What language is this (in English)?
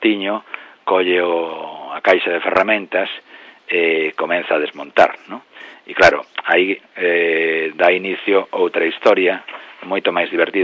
Galician